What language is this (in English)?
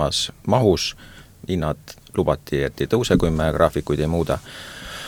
Estonian